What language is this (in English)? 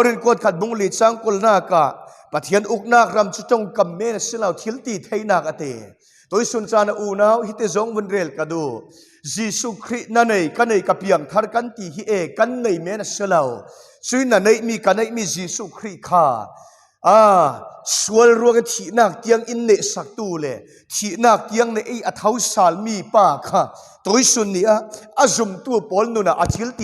Falam Chin